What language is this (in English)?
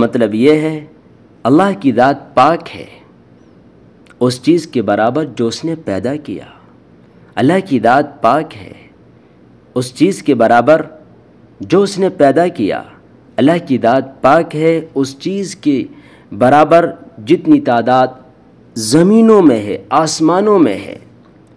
Urdu